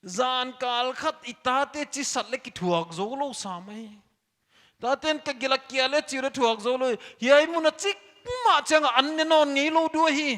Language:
Paite Chin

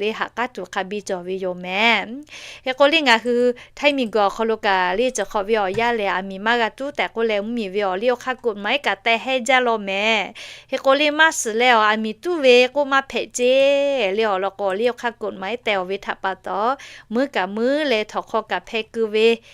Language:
Lahu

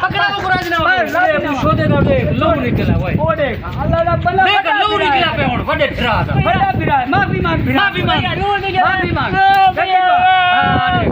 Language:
Saraiki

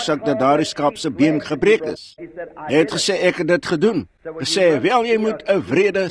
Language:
Afrikaans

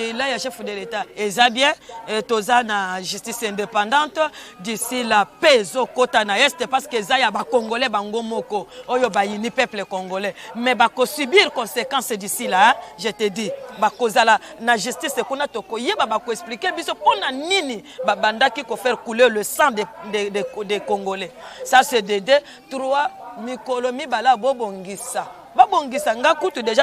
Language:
Lingala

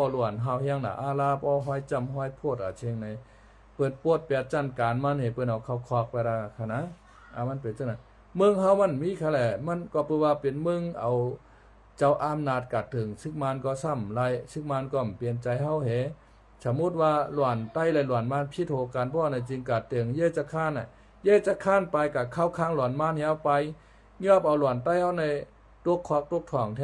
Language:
Shan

